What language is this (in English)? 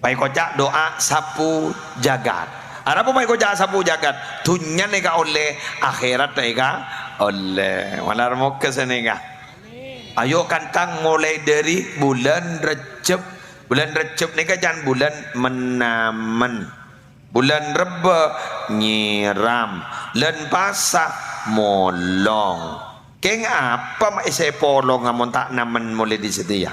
Madurese